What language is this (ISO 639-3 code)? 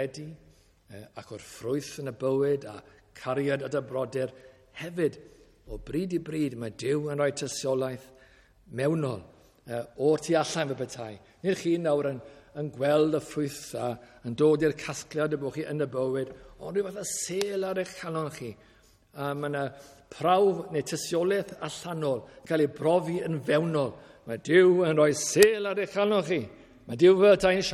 cym